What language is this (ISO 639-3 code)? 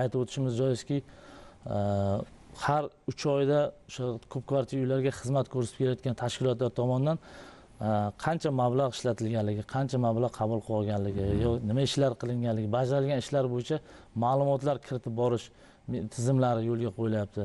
uzb